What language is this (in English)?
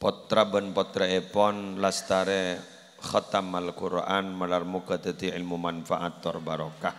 Madurese